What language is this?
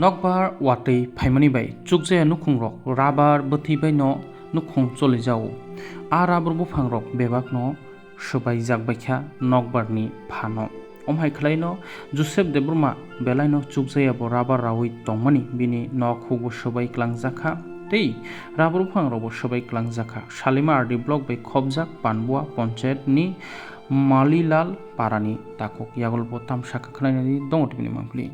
Kok Borok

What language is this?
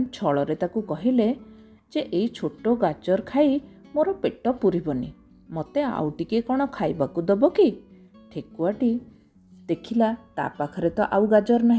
Odia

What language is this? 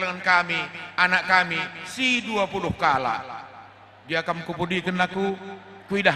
Batak Karo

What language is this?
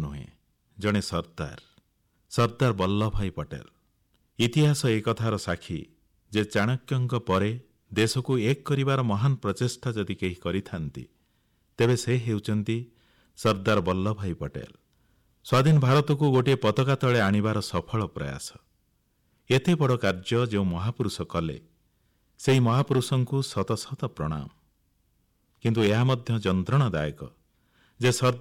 Odia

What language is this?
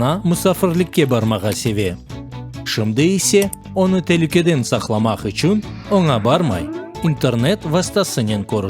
Crimean Tatar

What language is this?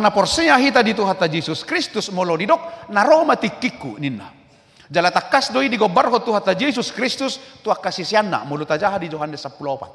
Batak Toba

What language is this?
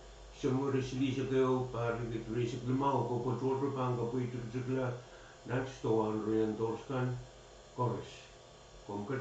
Pohnpeian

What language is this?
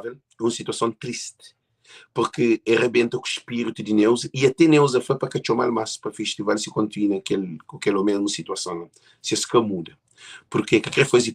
Kabuverdianu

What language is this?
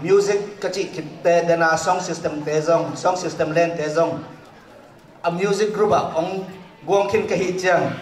Tedim Chin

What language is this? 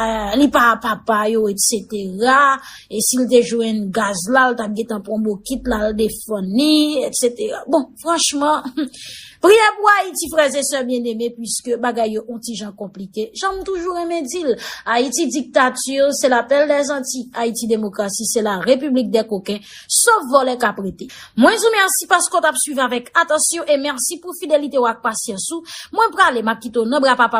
Haitian Creole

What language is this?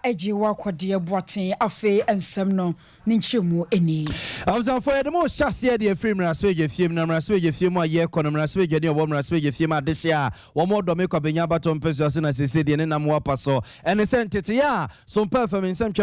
Akan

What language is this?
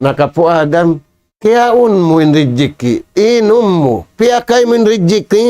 Tausug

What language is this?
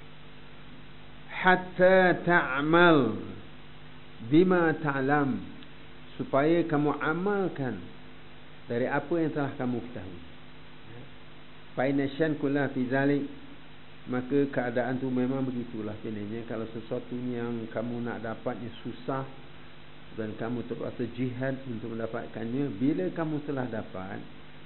Malay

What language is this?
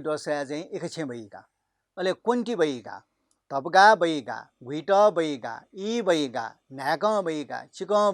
Newari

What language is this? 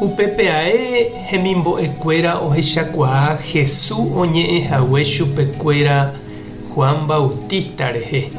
Guarani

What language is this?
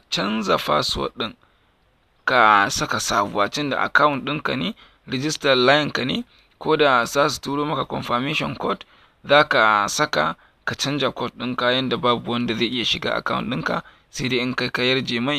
Hausa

